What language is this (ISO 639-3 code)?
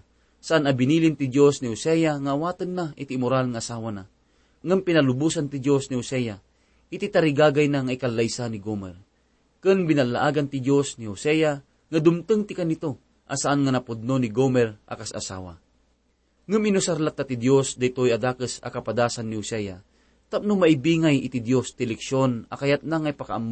ilo